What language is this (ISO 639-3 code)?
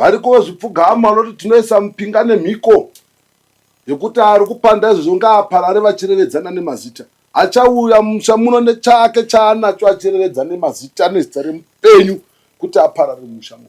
sna